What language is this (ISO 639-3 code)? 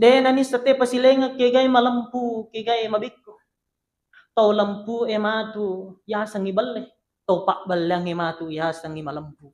bug